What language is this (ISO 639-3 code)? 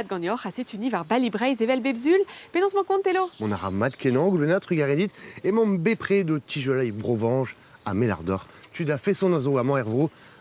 bre